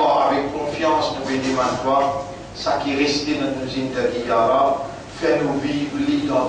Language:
Morisyen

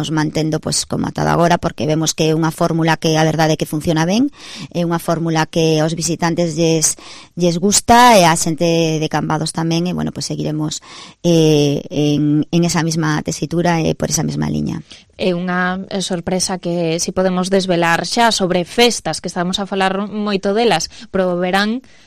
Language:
Galician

